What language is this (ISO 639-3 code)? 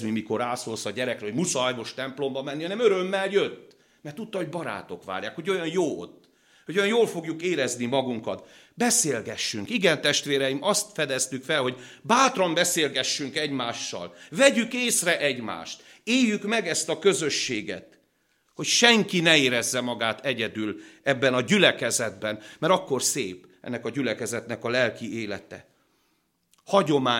hun